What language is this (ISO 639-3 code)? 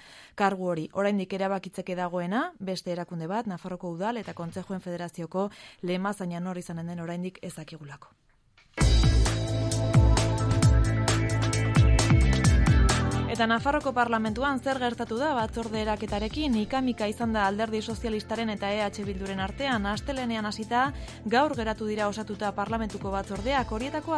eus